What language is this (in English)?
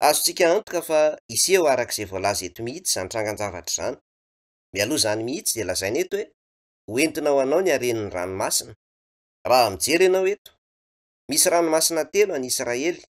Malagasy